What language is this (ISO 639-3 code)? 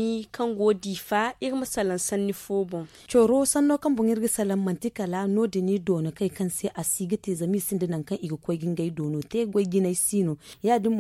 dje